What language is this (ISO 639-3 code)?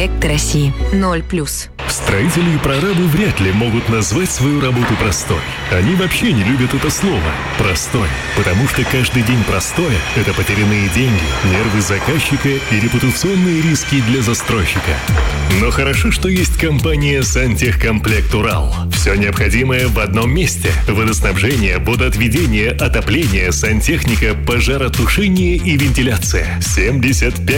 rus